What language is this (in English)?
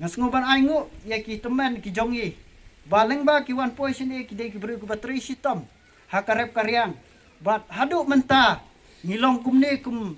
Khasi